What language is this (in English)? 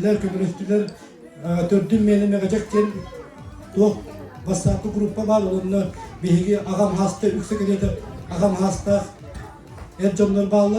Yakut